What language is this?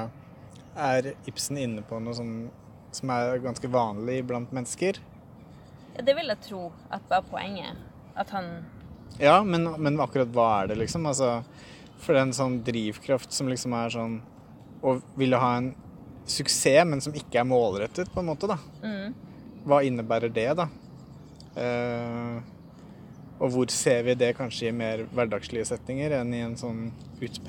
Norwegian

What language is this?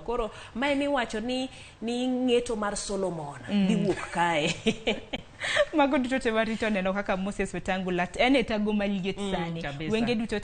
Luo (Kenya and Tanzania)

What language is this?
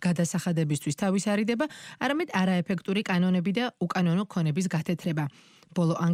Georgian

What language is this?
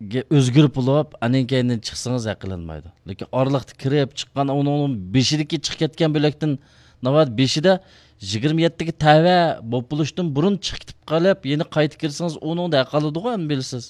Uyghur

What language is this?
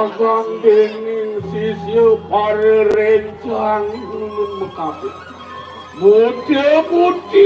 Balinese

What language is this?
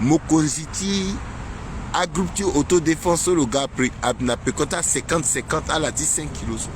Sango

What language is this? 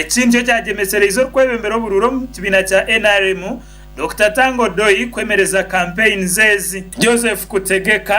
Nyankole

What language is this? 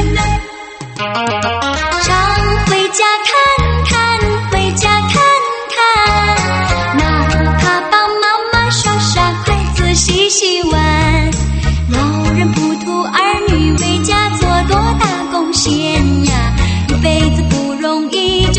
Chinese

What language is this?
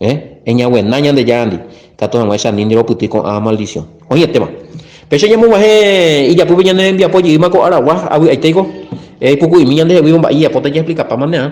Guarani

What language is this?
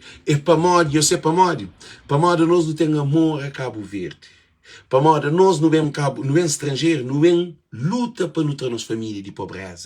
Kabuverdianu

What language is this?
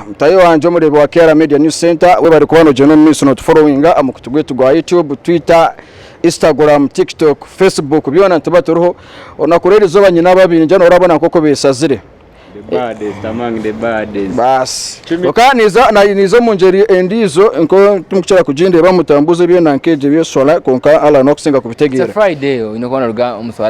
Nyankole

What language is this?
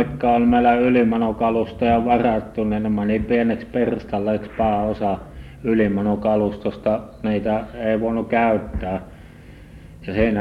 Finnish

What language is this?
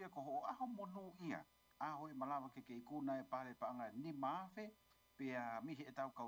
Tongan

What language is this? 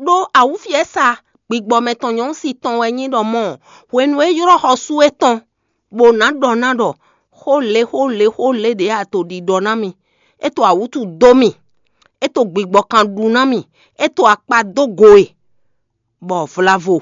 Fon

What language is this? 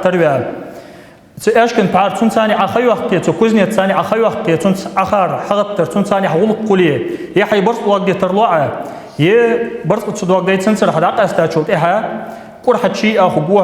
Ingush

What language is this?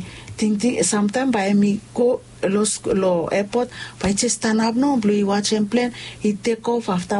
Bislama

